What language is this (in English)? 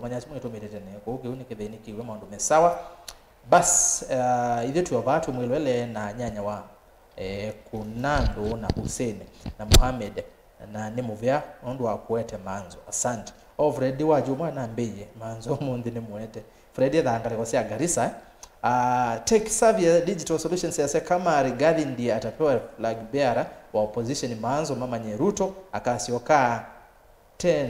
Kamba